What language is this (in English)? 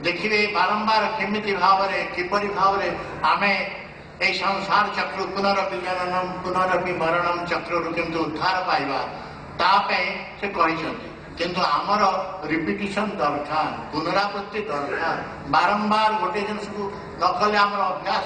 Odia